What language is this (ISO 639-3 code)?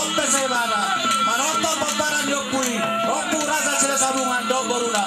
bbc